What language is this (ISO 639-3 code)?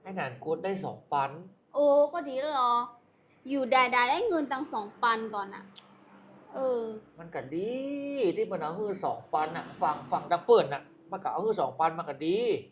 lao